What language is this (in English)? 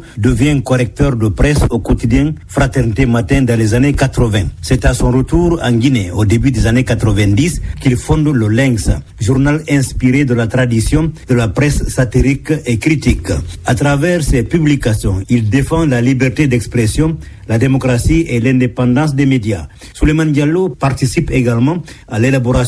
French